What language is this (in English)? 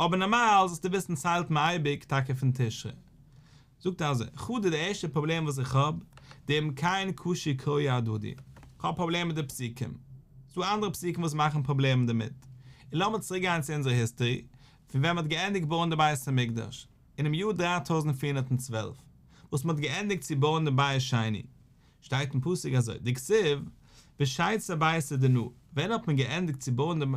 Yiddish